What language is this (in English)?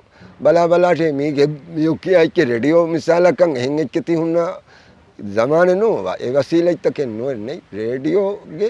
Divehi